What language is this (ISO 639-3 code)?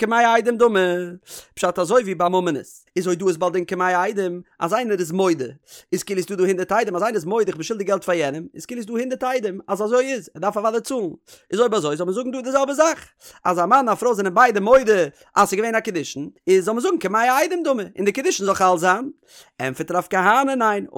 yid